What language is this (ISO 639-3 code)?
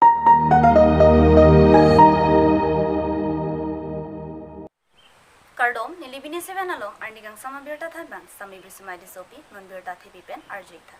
mjw